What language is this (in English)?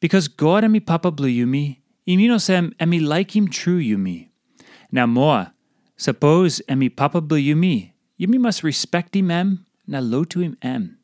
Tok Pisin